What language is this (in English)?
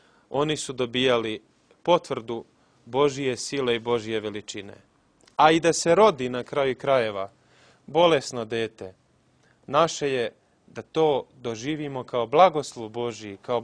Serbian